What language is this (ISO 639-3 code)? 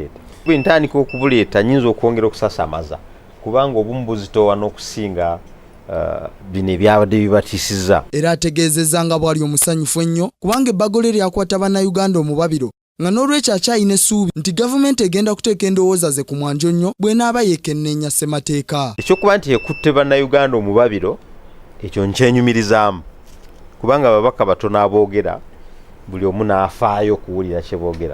lug